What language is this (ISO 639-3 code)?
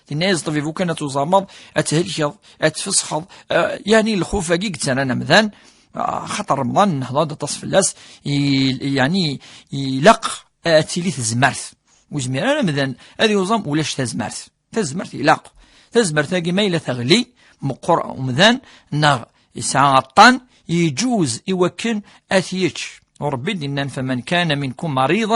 kab